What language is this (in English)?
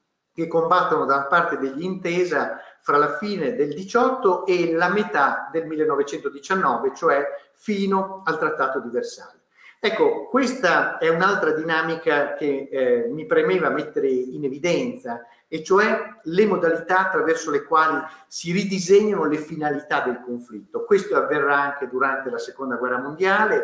Italian